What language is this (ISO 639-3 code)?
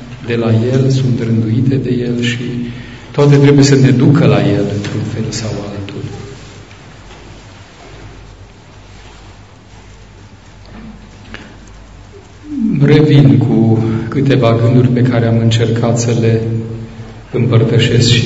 ron